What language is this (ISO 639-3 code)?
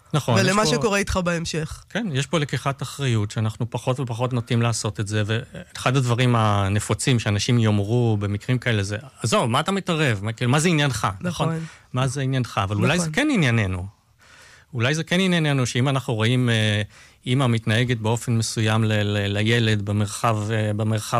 heb